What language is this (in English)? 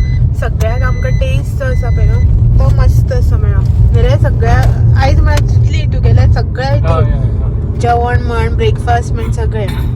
Konkani